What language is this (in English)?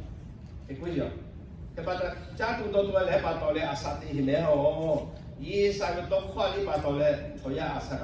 Lahu